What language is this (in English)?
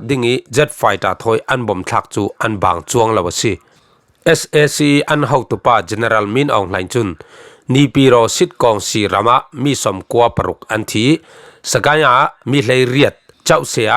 Falam Chin